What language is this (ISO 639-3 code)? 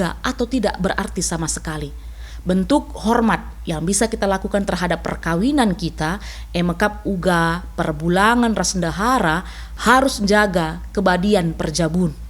btx